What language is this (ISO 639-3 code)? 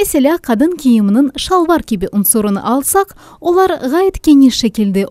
crh